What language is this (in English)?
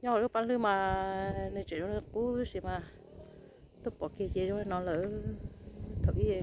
Hmong